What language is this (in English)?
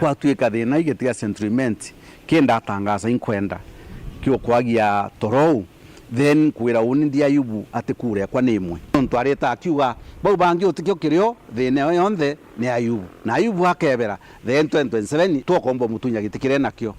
Meru